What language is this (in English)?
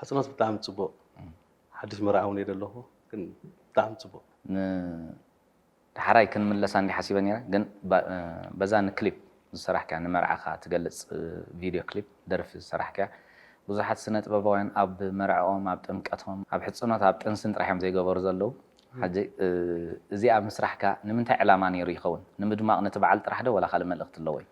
Tigrinya